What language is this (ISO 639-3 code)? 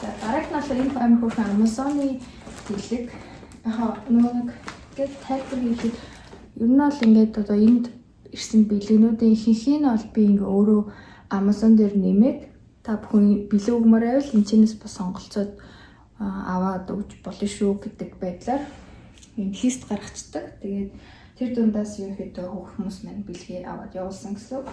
mon